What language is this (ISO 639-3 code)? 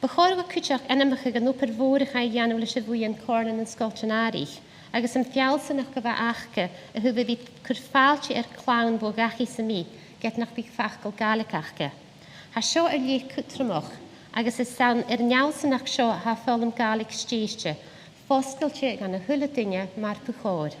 gla